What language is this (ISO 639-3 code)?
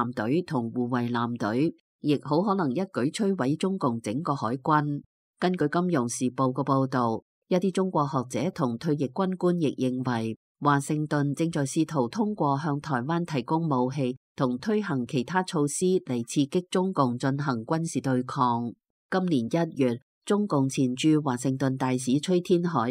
yue